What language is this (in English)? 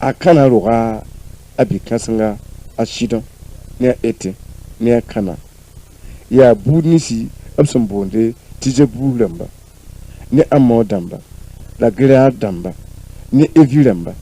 Mossi